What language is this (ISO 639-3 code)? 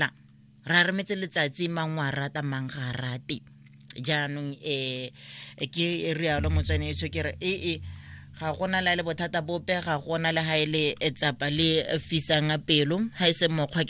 tsn